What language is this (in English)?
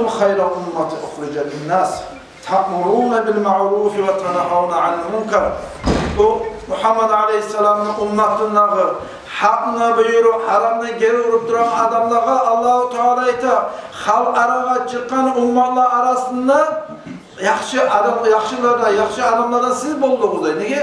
Kumyk